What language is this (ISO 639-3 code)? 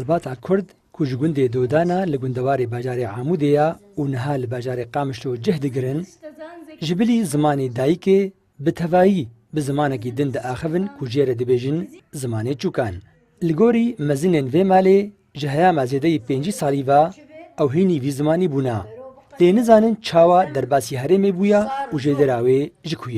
kur